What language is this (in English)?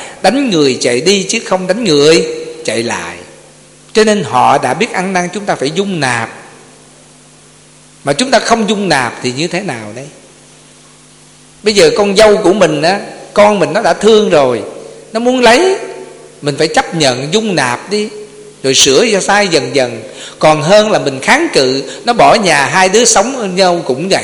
Vietnamese